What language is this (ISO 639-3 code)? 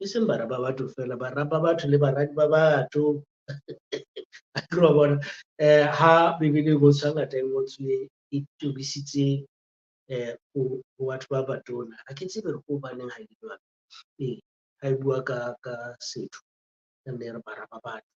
sot